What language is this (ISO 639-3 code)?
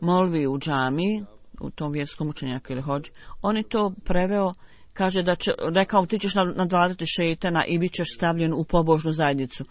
bos